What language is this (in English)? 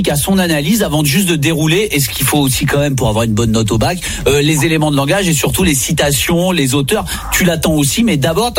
French